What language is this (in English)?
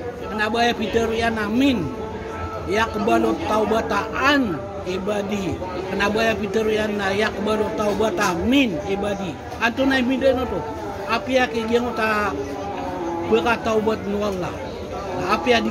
Maranao